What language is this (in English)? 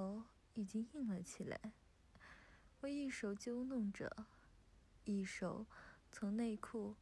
Chinese